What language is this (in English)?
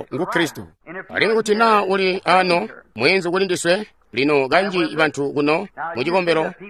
Tonga (Zambia)